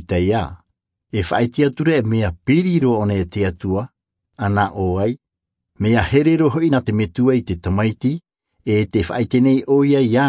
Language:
Tahitian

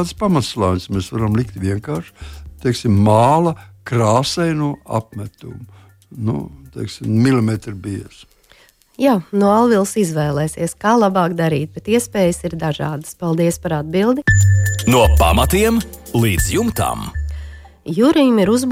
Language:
Latvian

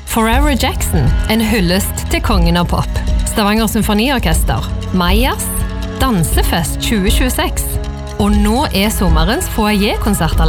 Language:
Norwegian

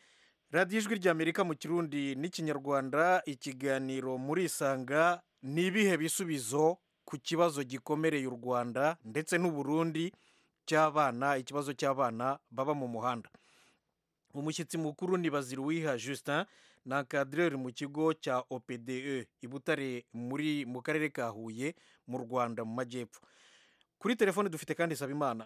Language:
Kinyarwanda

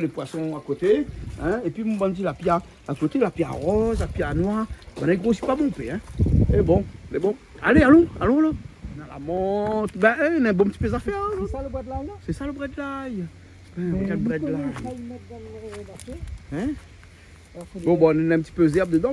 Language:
Réunion Creole French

